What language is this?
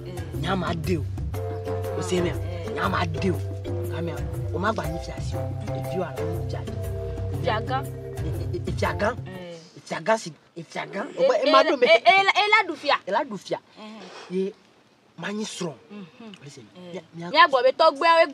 Ewe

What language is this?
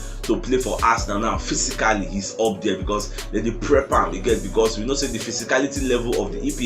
Nigerian Pidgin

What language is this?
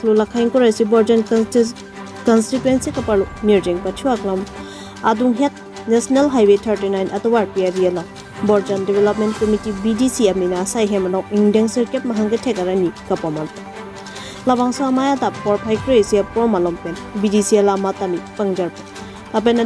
Karbi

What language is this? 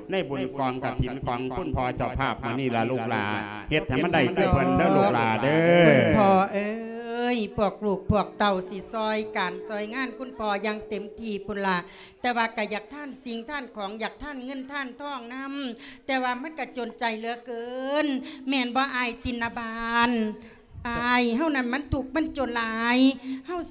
Lao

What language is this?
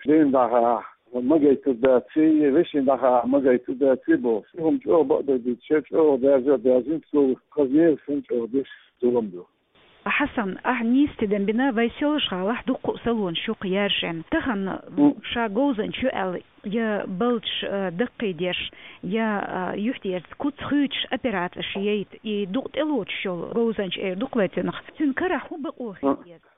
Chechen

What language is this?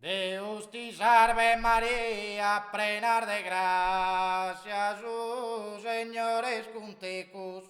Sardinian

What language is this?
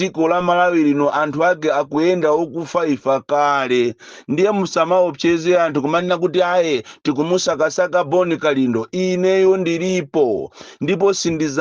Nyanja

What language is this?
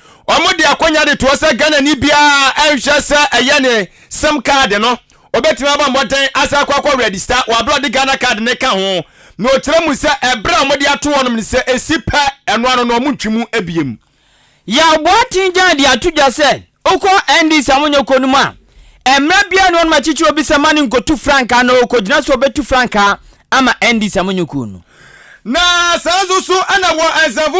Akan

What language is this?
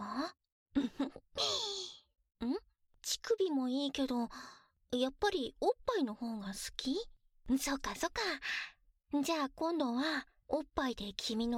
Japanese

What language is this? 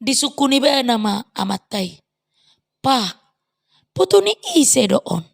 Batak Toba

